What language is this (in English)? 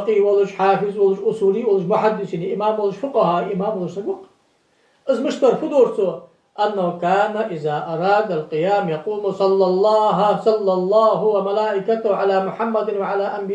Ingush